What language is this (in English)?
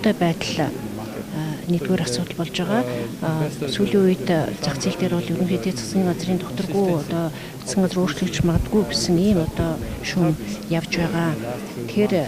Mongolian